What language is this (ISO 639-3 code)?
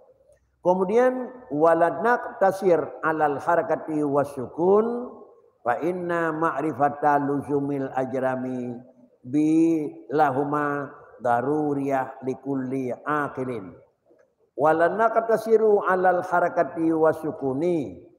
ace